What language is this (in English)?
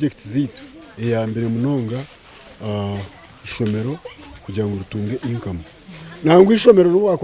Nyankole